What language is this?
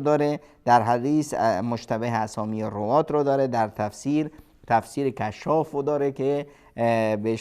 Persian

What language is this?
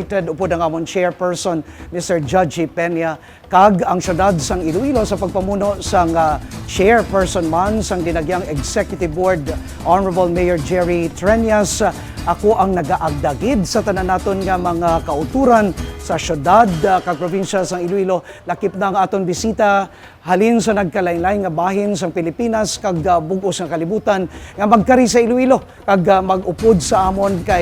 Hiligaynon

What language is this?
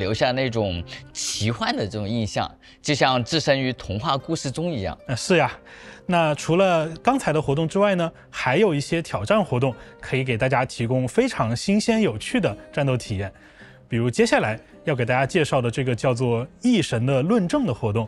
Chinese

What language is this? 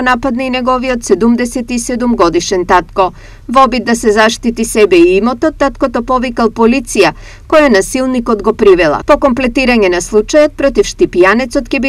Macedonian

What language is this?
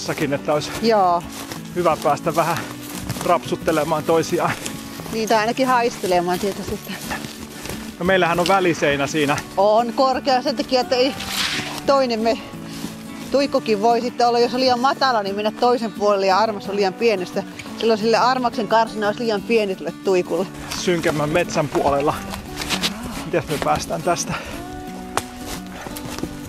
Finnish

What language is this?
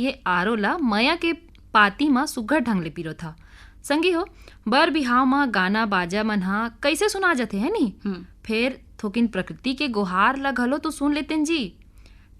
Chhattisgarhi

